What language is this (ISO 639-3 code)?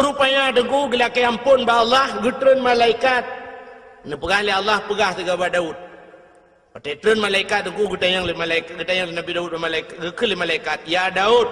ace